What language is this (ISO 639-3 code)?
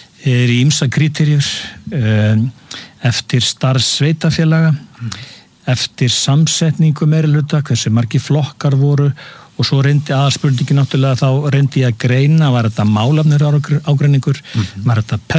isl